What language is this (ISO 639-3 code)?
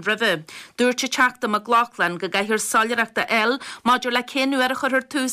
gle